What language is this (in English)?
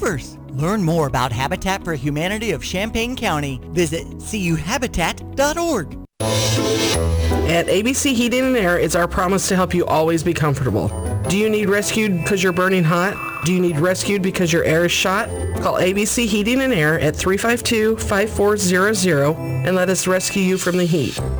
English